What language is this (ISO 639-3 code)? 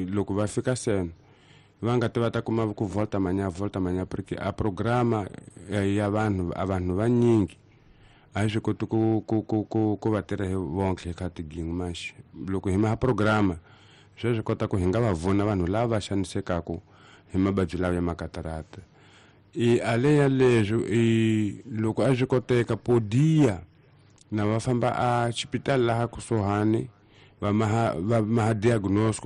tso